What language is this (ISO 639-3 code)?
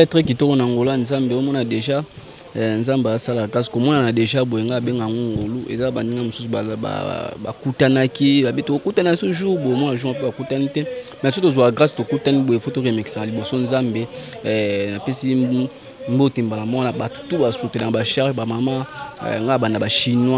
lin